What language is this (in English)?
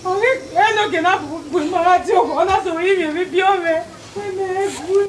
Bini